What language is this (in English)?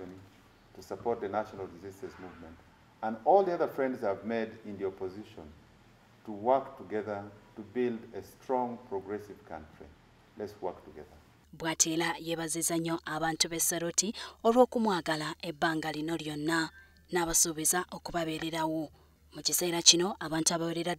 Ganda